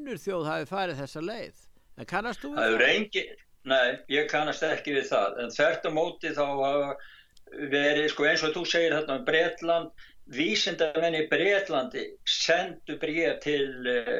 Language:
Icelandic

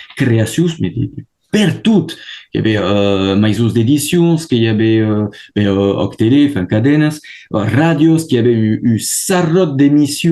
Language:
Occitan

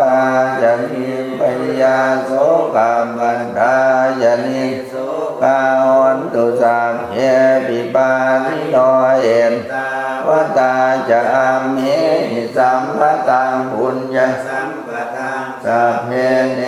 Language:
Pali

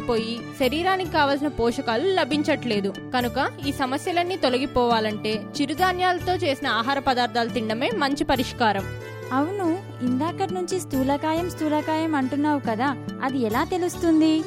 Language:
Telugu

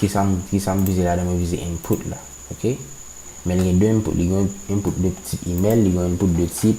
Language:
Haitian Creole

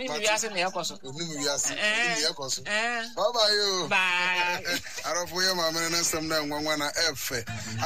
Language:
Akan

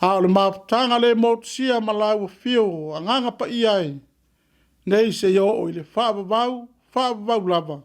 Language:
Samoan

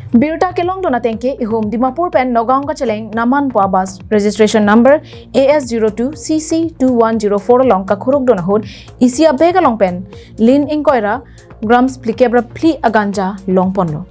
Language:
Karbi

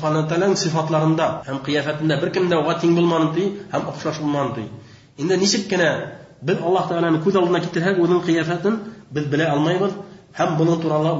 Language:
Bashkir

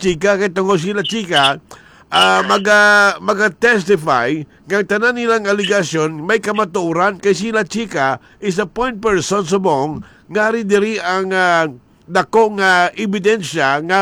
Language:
Hiligaynon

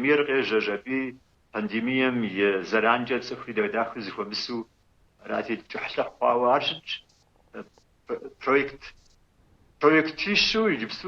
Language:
Kabardian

